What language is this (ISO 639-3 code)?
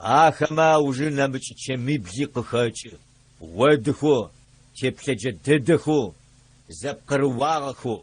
ady